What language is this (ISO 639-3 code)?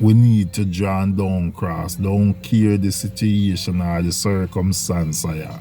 jam